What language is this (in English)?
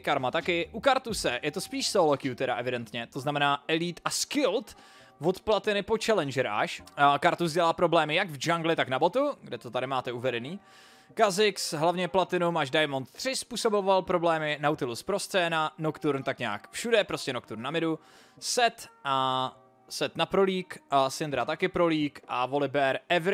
Czech